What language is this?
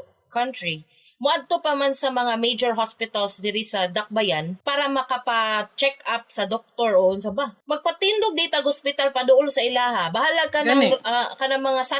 Cebuano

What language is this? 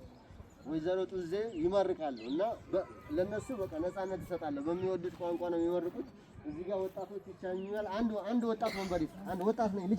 Amharic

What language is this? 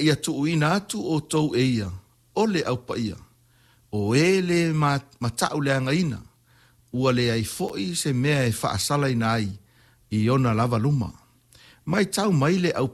Samoan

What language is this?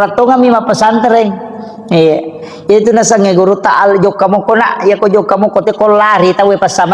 Buginese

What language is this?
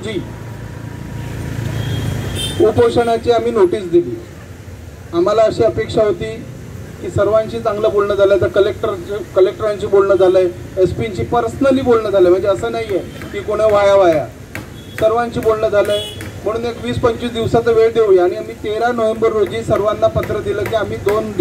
Marathi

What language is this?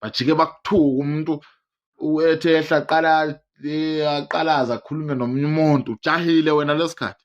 Zulu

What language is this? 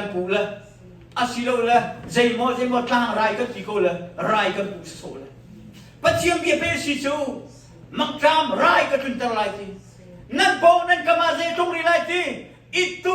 Hakha Chin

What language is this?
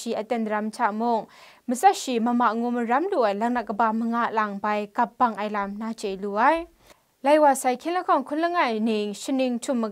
Kachin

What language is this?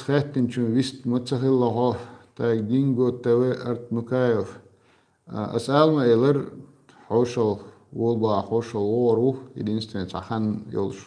Chechen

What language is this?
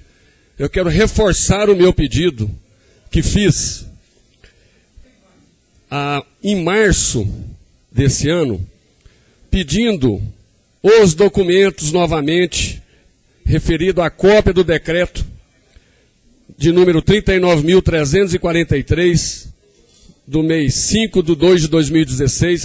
Portuguese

